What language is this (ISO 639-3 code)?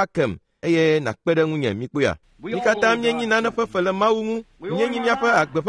ewe